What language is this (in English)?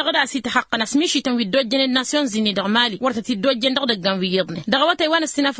Tamasheq